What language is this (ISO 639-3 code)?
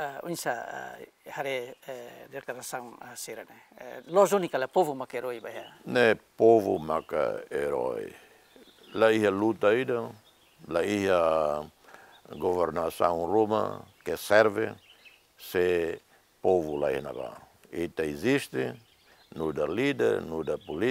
tet